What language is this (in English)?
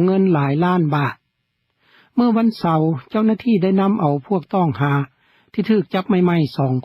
Lao